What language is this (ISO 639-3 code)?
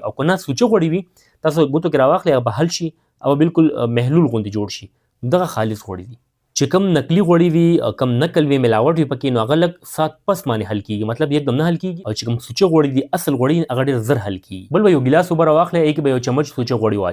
pus